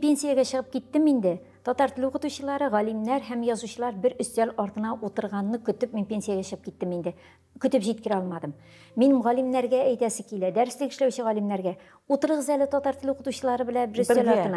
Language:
Tatar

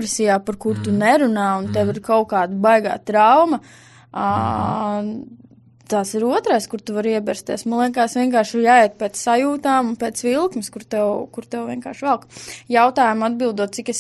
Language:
Latvian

